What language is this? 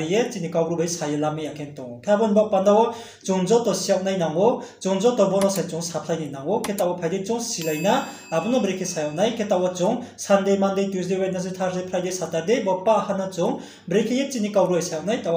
Riang (India)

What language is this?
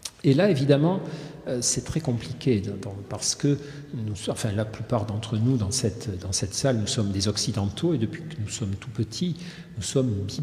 French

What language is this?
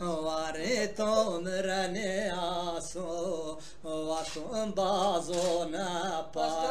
Zaza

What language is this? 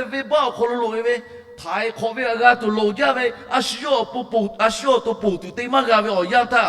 Lahu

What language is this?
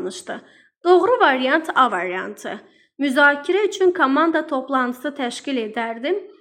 Azerbaijani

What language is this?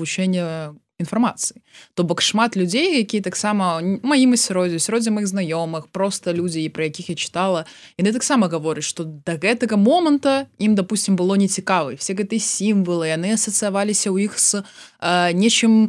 Belarusian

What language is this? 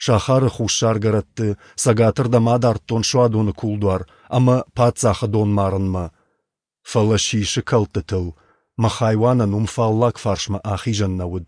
Ossetic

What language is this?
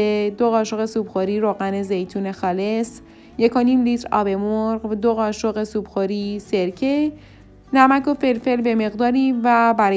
Persian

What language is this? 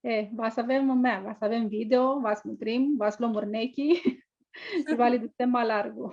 Aromanian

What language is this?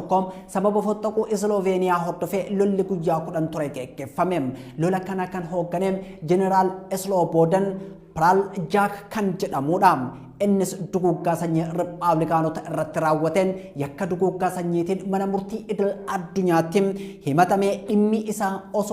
Oromo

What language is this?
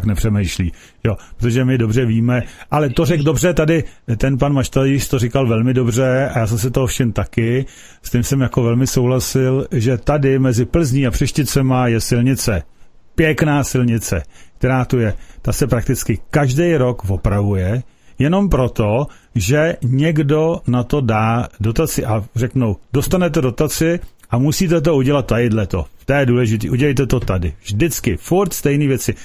Czech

